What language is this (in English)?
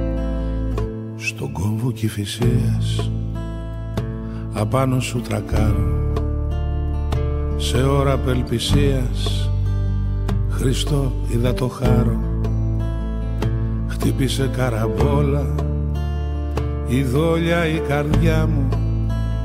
Greek